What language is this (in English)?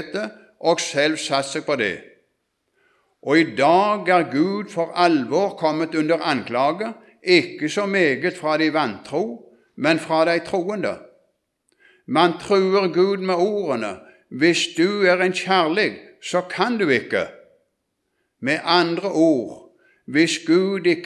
Norwegian